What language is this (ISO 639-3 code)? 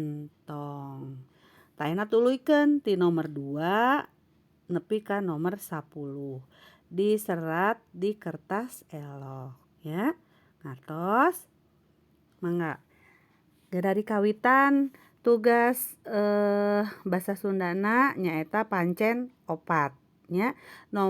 sun